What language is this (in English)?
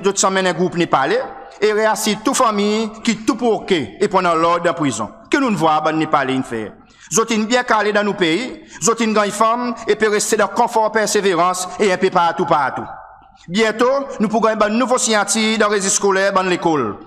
Seselwa Creole French